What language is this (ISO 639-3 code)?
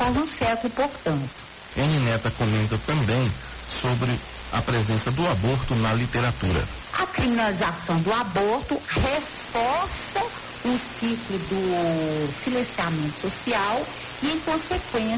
por